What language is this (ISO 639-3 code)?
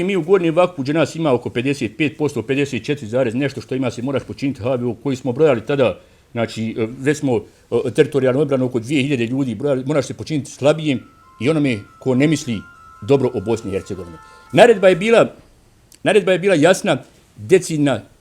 bos